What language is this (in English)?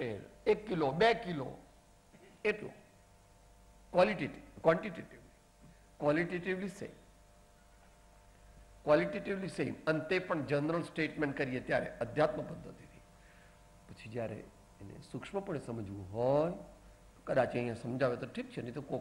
Gujarati